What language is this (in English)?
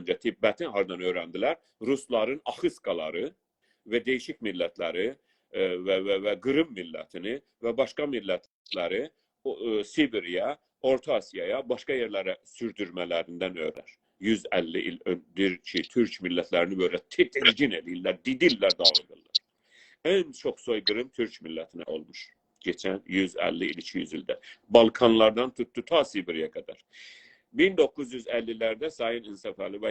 South Azerbaijani